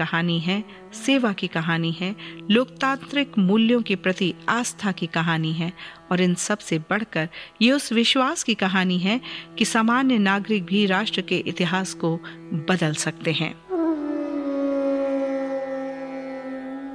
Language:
Hindi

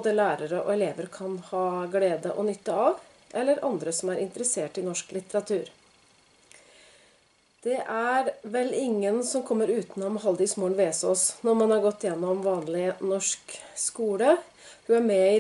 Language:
Norwegian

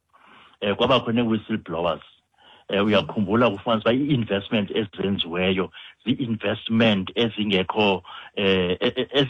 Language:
Xhosa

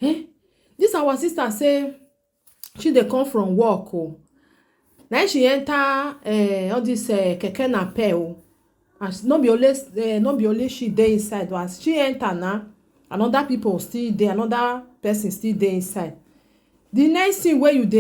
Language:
Nigerian Pidgin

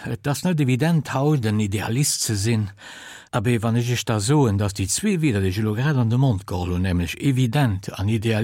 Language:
Luxembourgish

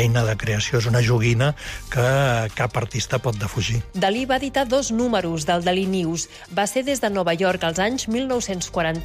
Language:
Catalan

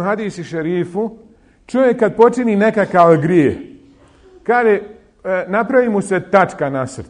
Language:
Bosnian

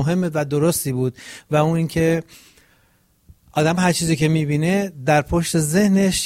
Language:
Persian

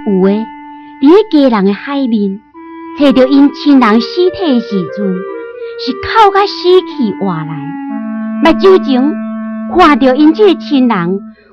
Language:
Min Nan Chinese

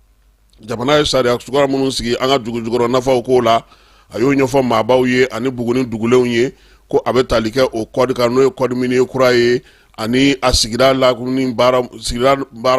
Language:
Bambara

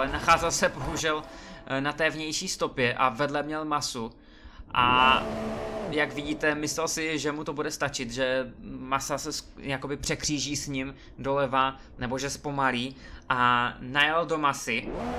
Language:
Czech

